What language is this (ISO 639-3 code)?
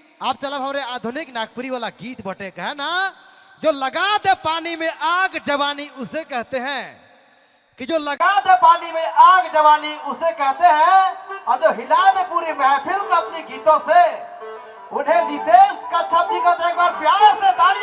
sck